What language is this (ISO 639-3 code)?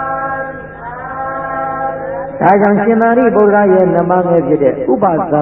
mya